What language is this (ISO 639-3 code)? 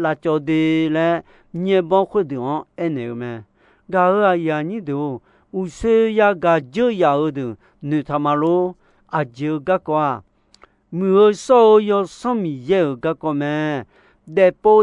ahk